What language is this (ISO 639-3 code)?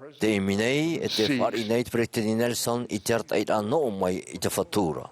tah